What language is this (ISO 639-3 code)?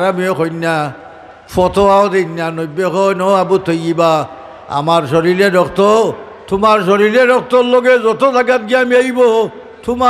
syl